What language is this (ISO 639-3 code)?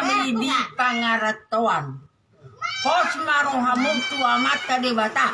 bbc